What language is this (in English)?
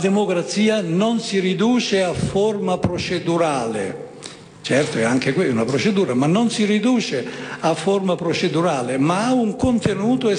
Italian